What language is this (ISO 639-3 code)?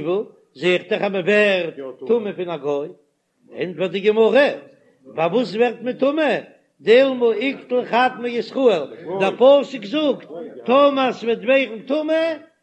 yid